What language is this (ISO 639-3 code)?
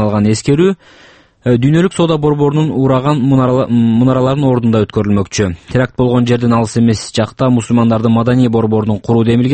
kir